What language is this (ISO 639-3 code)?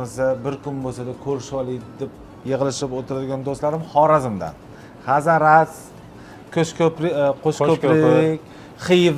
uzb